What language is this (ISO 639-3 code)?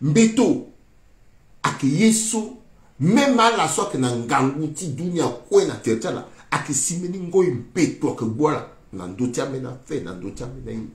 sag